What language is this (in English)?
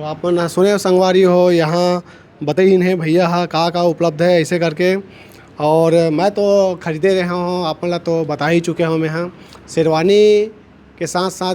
Chhattisgarhi